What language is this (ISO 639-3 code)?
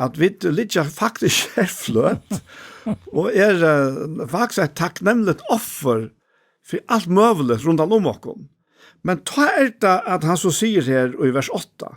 fao